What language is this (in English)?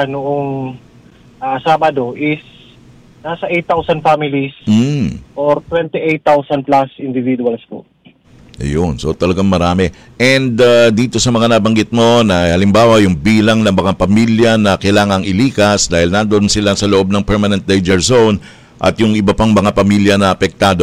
Filipino